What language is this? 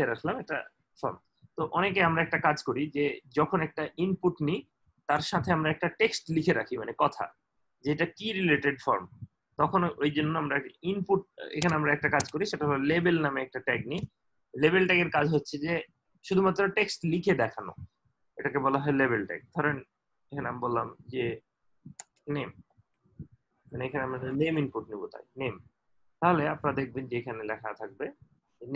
Bangla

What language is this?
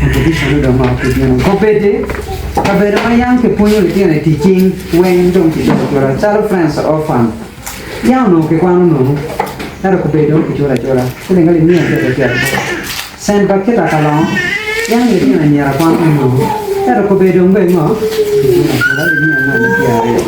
Acoli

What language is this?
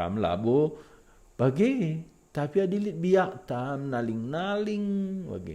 Batak Karo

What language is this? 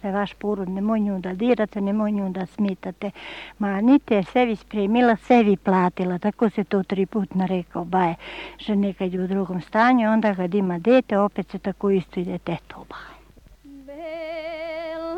Serbian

